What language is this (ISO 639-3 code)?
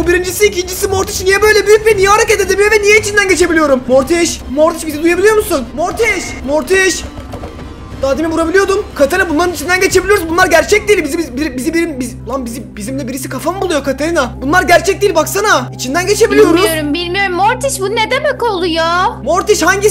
tur